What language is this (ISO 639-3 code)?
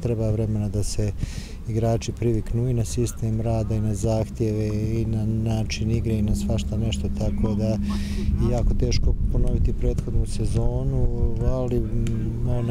srp